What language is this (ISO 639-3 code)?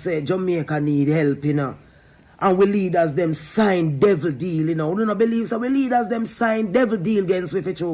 jam